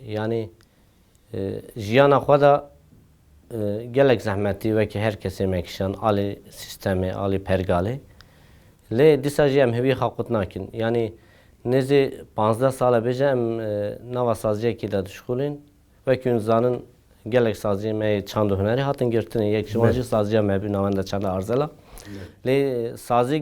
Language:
Kurdish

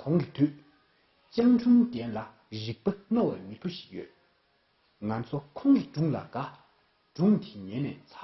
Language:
Tibetan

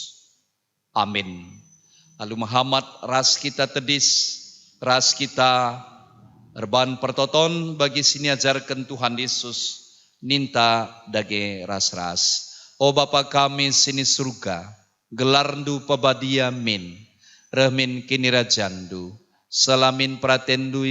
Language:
Batak Karo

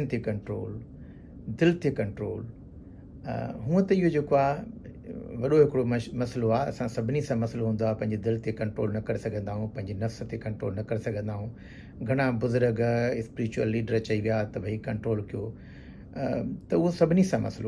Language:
Sindhi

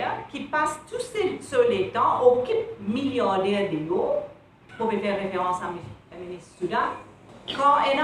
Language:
Morisyen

